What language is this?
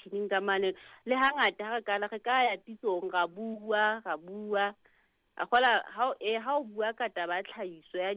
Southern Sotho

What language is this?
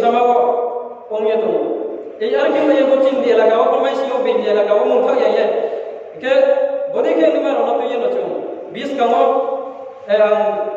Riang (India)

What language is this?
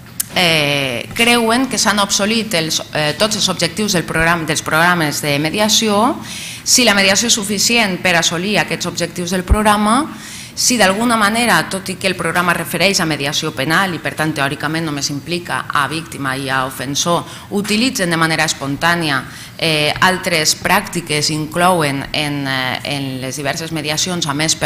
Catalan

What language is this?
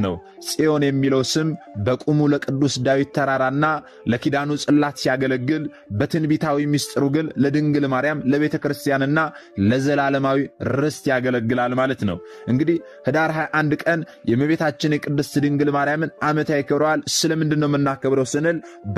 Amharic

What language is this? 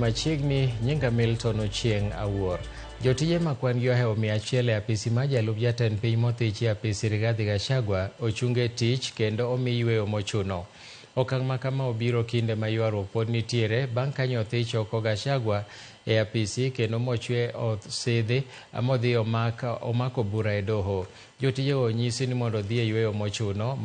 Luo (Kenya and Tanzania)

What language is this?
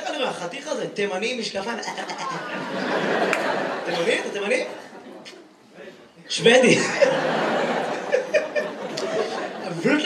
Hebrew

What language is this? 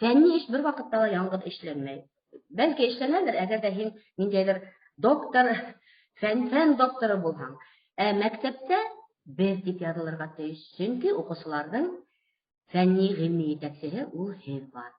Bashkir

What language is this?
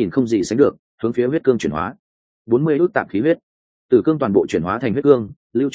Vietnamese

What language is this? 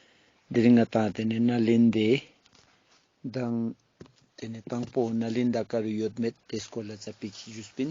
Ladakhi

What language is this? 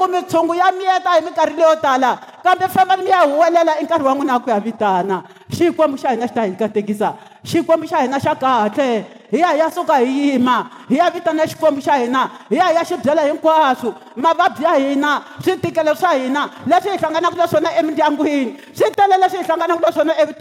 Tsonga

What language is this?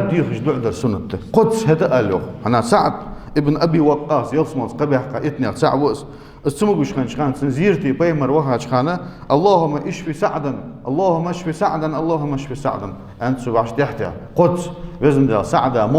Ingush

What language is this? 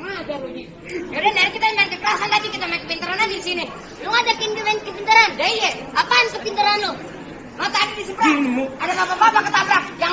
Betawi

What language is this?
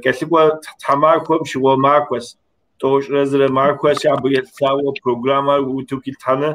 Kabardian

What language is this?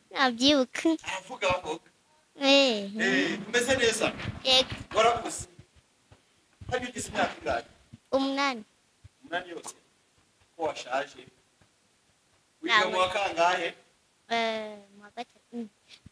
Kinyarwanda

